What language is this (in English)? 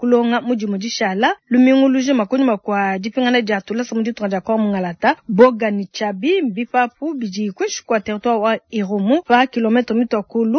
Luba-Lulua